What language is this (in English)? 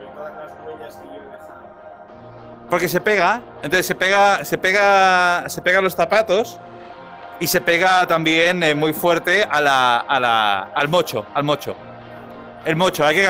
Spanish